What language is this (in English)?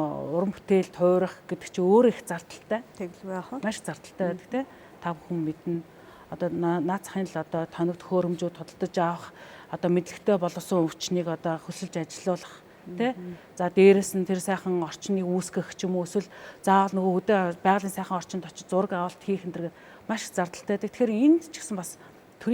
Mongolian